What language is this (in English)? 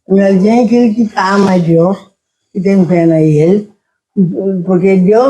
Kabuverdianu